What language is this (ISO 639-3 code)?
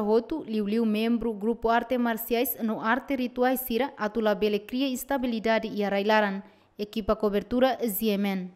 tet